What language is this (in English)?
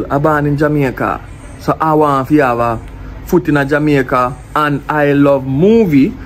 Jamaican Creole English